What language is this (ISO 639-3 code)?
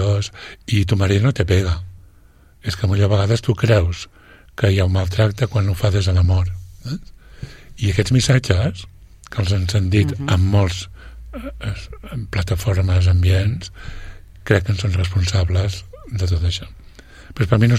cat